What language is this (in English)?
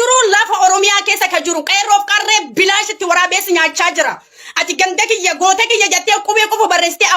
Oromo